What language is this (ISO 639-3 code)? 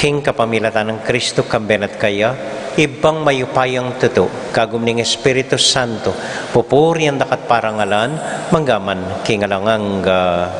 pam